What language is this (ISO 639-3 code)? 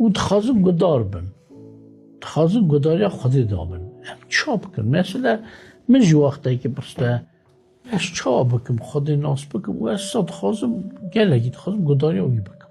kur